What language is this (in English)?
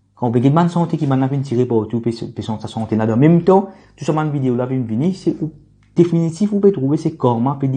Morisyen